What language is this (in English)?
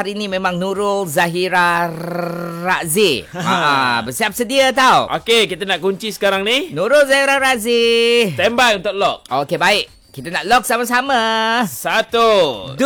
Malay